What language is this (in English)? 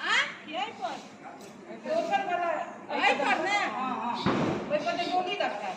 Maithili